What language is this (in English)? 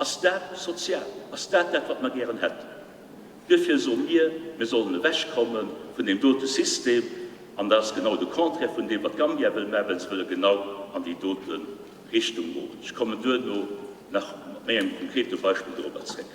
Luxembourgish